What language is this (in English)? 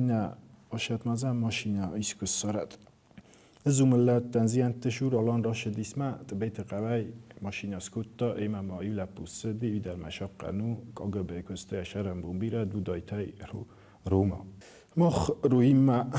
Ossetic